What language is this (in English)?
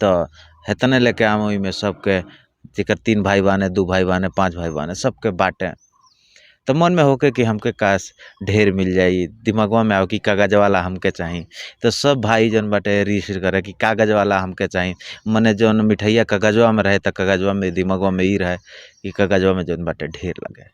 Bhojpuri